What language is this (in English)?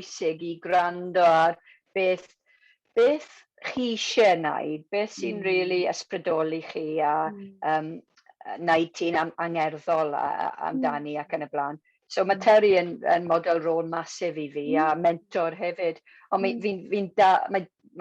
Welsh